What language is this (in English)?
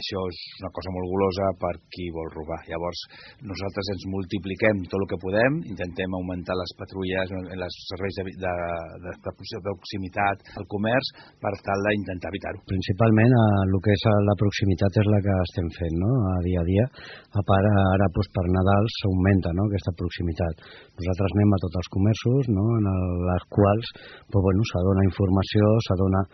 Catalan